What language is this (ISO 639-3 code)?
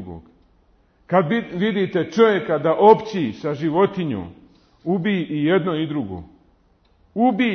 bos